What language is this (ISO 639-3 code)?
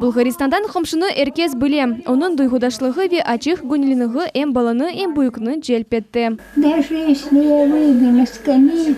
crh